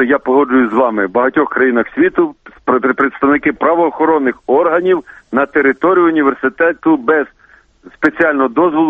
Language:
Ukrainian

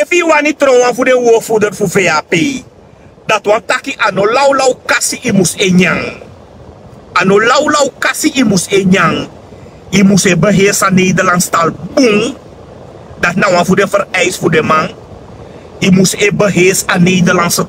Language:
Sranan Tongo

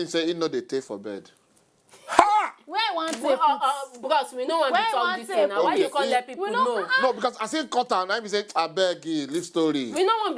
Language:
Nigerian Pidgin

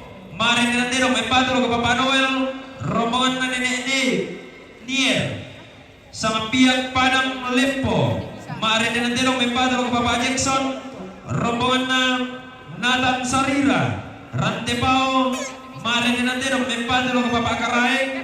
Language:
Toraja-Sa'dan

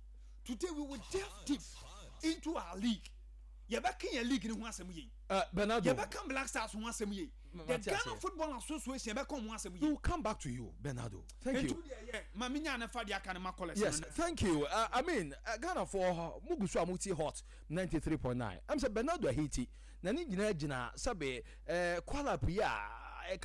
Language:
Akan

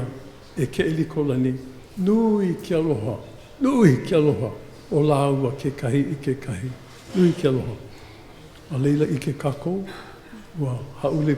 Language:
Hawaiian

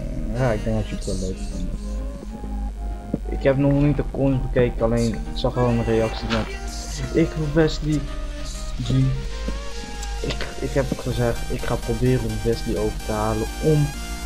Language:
Dutch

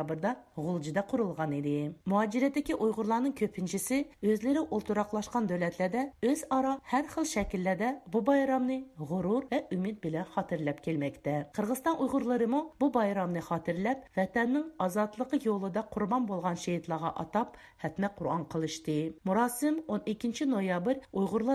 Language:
Uyghur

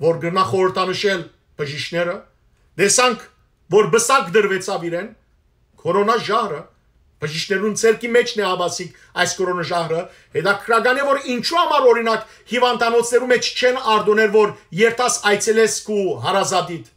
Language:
Western Armenian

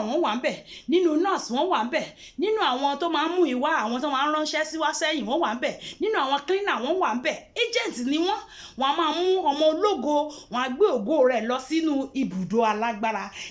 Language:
Yoruba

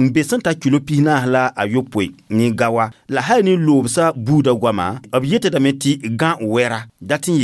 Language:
Mossi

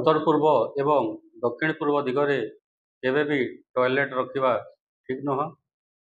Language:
Odia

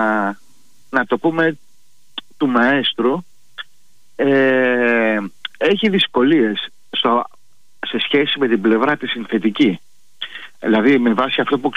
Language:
Greek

